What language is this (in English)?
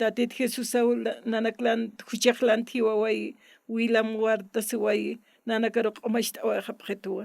Aymara